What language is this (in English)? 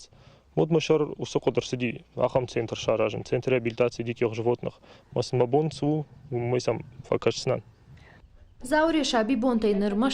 Ossetic